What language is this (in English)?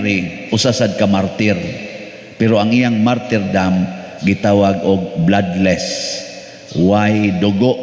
Cebuano